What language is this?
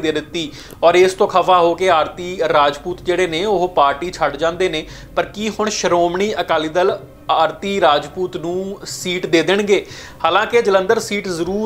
Punjabi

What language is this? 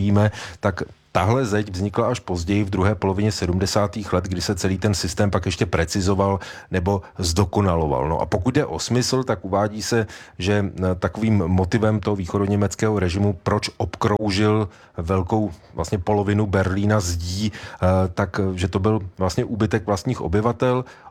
Czech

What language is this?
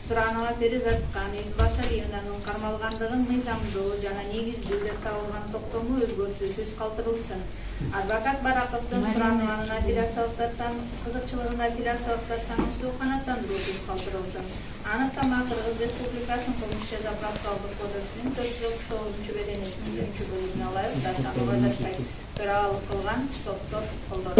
Kyrgyz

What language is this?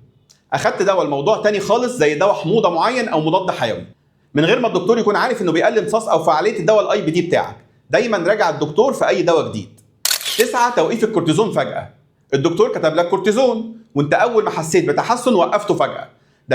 Egyptian Arabic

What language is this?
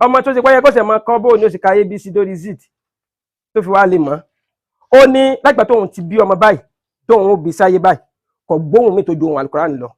Yoruba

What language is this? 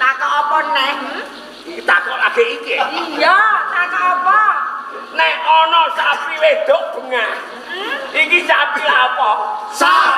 Javanese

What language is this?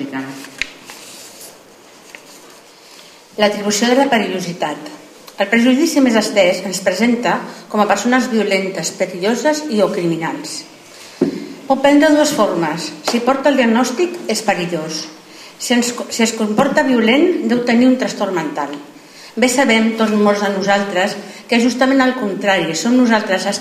Catalan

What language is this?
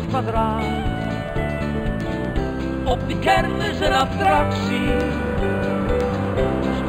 Dutch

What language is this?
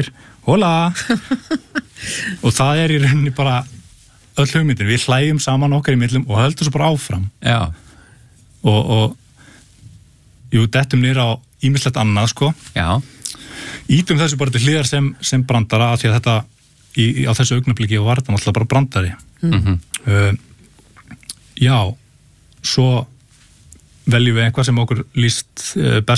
Icelandic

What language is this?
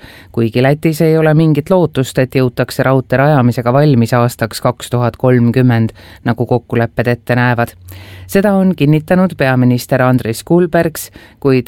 Estonian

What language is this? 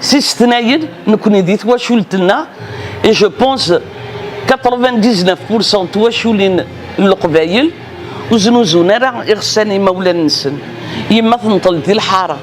Kabyle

